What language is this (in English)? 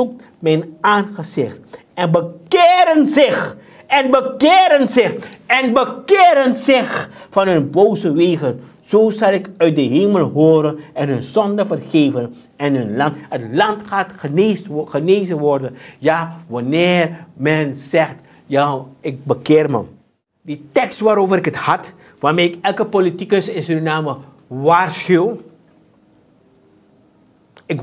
Dutch